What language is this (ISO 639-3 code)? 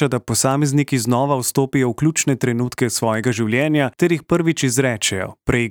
slv